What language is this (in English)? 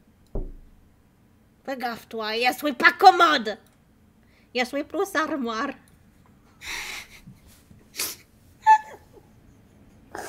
French